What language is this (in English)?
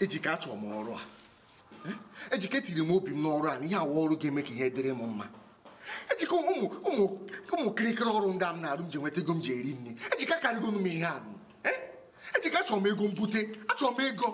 Igbo